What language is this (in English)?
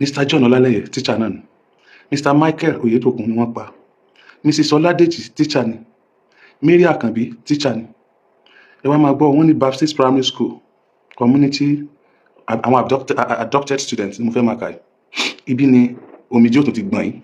Yoruba